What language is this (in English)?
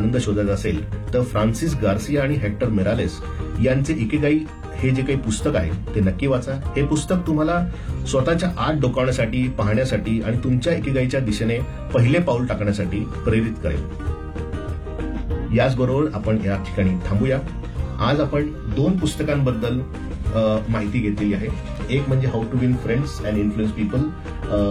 Marathi